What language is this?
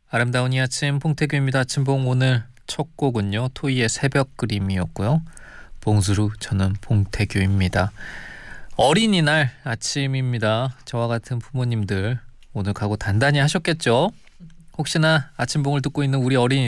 Korean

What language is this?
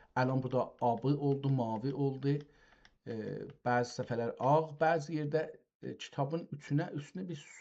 South Azerbaijani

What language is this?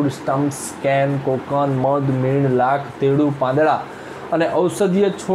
Gujarati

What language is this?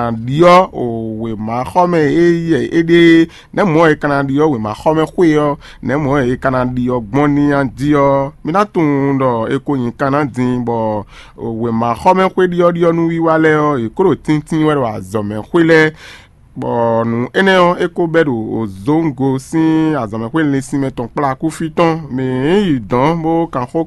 Fon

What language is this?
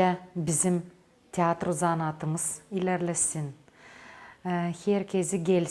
Gagauz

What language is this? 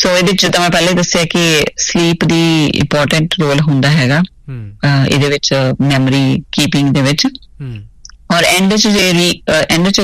Punjabi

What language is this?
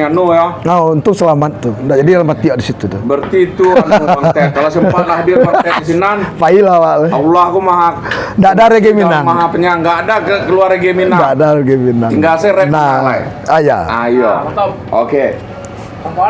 Minangkabau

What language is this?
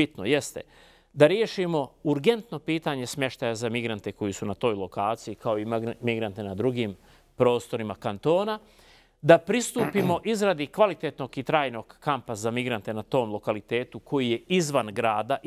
Bosnian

